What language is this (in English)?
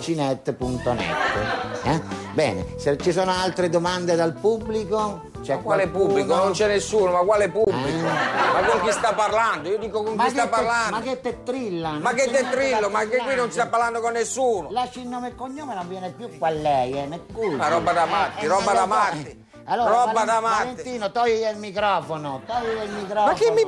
Italian